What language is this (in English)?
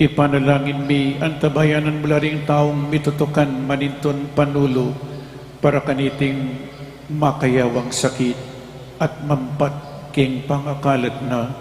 Pampanga